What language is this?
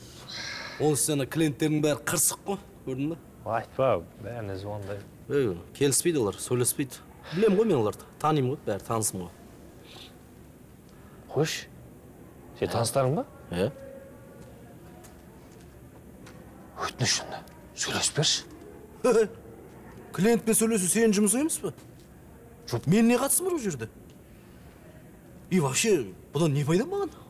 Kazakh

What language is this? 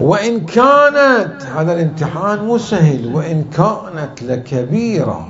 Mesopotamian Arabic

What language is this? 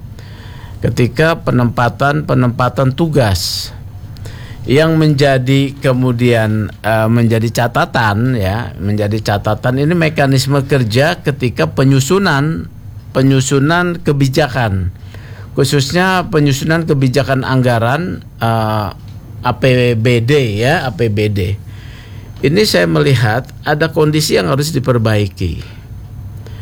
Indonesian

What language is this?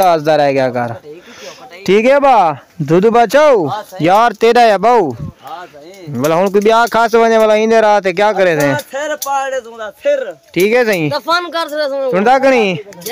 Saraiki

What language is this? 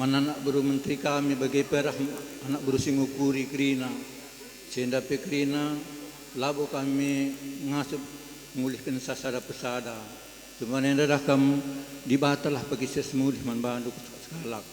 Batak Karo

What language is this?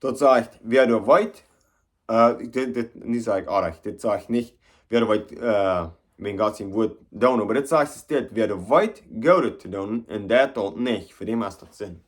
Plautdietsch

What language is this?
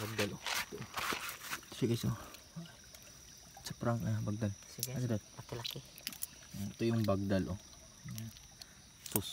Filipino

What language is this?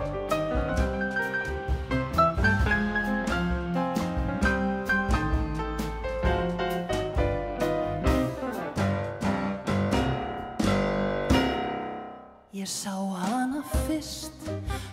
Icelandic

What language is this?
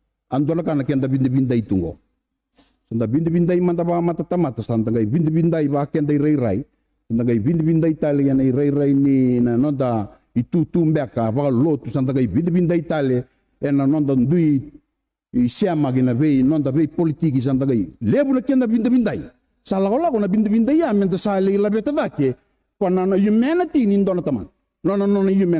Fijian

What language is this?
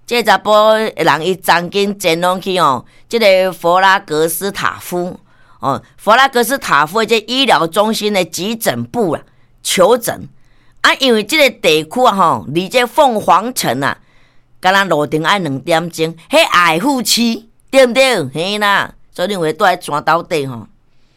Min Nan Chinese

